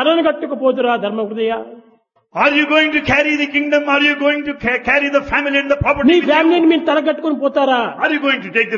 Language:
Telugu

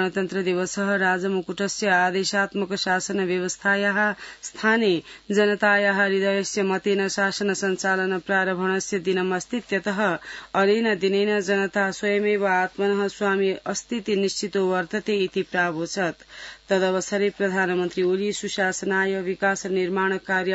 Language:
Sanskrit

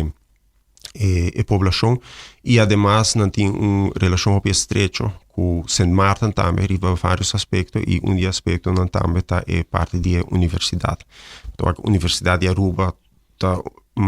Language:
Papiamento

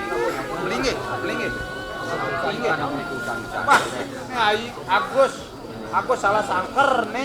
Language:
Balinese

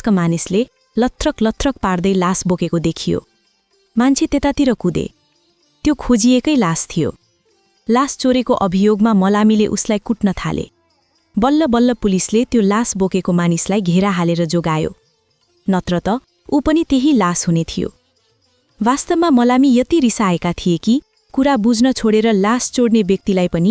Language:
Nepali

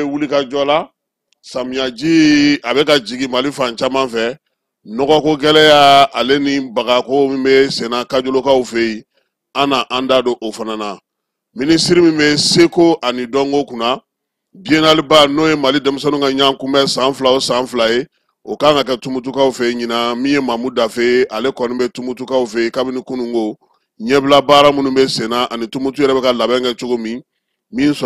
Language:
Bambara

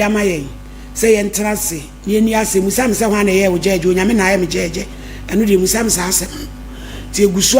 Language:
Akan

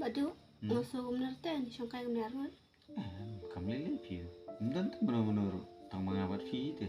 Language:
Khasi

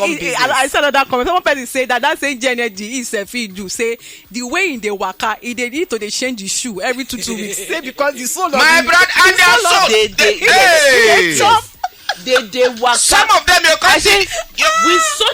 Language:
Nigerian Pidgin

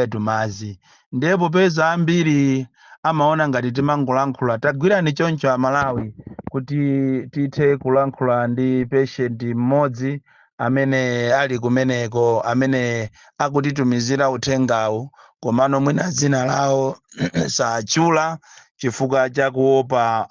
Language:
Nyanja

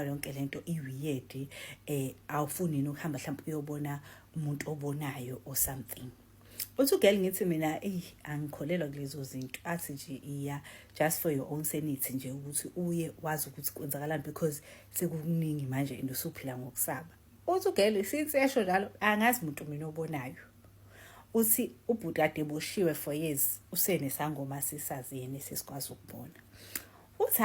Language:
Zulu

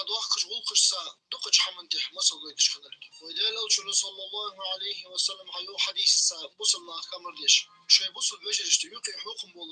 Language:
Ingush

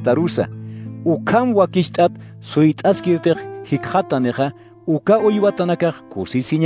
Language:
Aymara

